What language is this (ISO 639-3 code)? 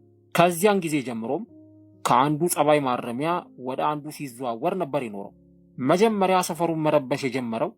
amh